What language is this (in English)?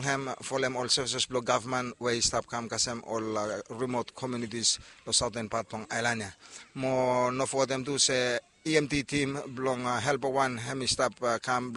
Bislama